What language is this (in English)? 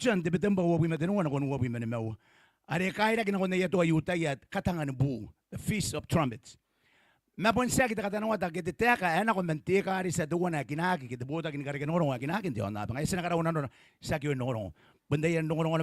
Gilbertese